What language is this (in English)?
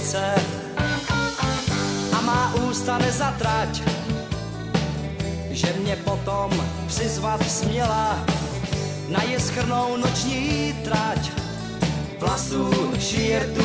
Czech